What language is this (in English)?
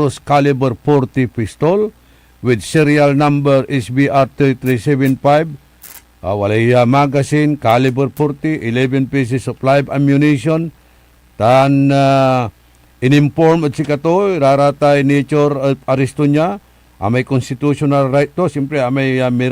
Pangasinan